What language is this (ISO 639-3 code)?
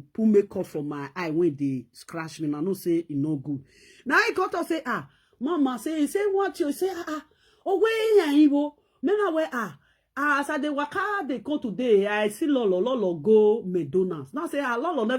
pcm